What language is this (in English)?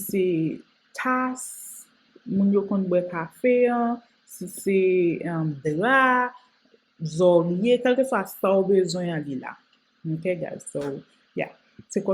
Haitian Creole